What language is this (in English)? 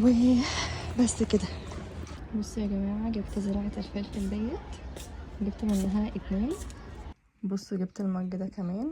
Egyptian Arabic